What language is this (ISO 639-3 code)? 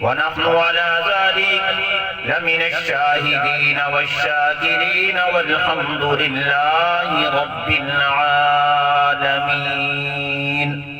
skr